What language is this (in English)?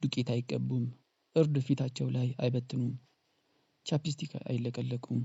Amharic